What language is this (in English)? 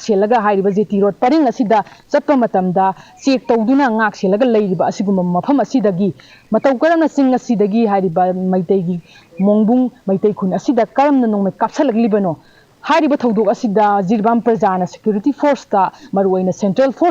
Manipuri